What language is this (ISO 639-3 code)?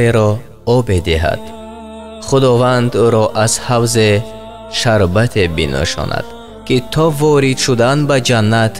tgk